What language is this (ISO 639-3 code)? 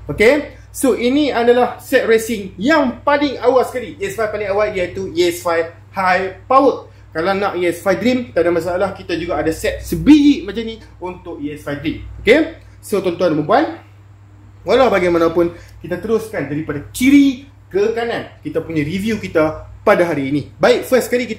msa